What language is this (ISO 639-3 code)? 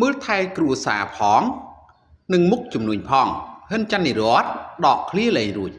khm